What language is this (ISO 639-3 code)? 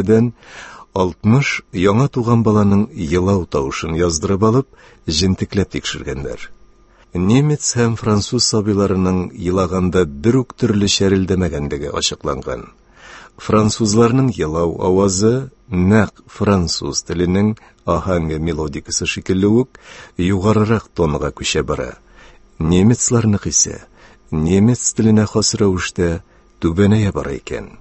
tat